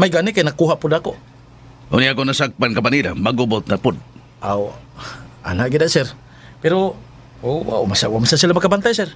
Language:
Cebuano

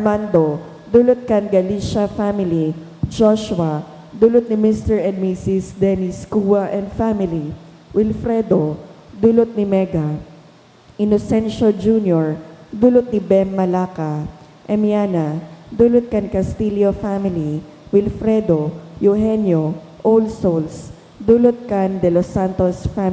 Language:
Bikol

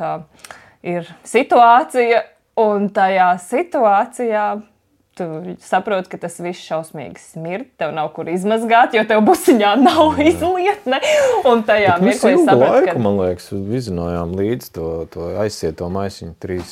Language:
Latvian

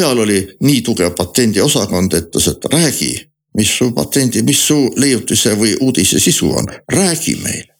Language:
Estonian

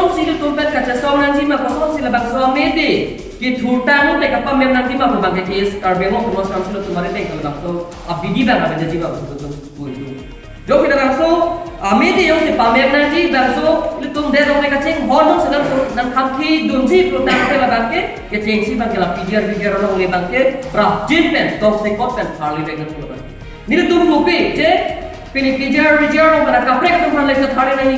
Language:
Karbi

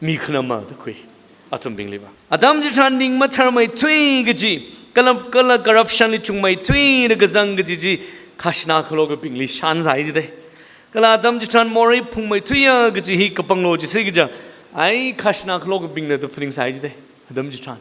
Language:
Tangkhul Naga (India)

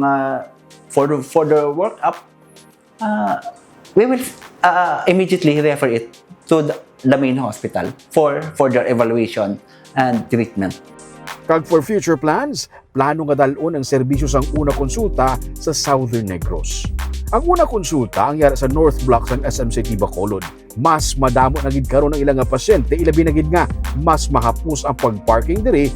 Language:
Hiligaynon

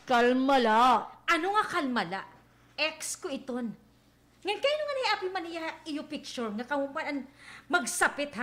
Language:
Waray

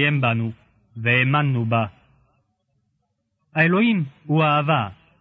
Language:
Hebrew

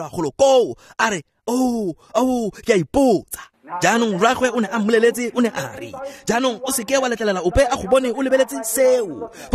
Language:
Tswana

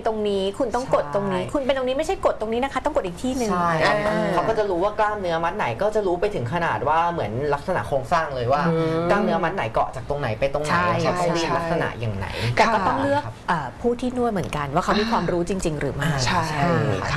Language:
Thai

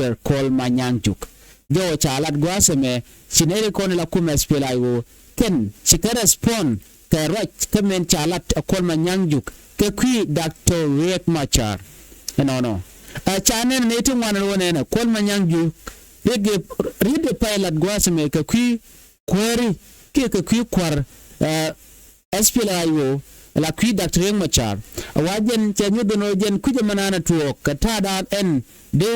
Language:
Nuer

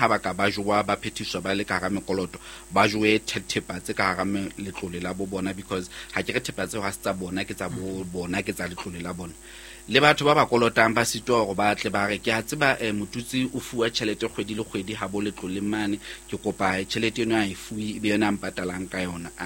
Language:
Southern Sotho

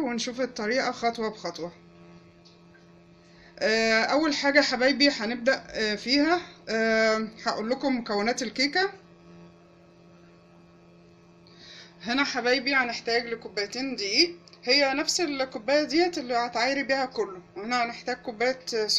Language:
Egyptian Arabic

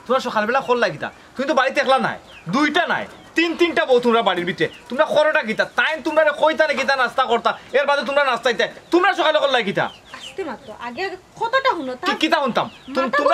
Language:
Sylheti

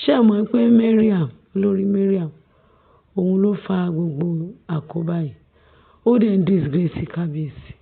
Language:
Yoruba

